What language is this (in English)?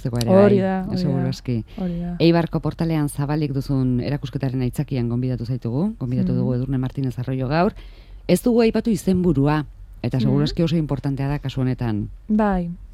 Basque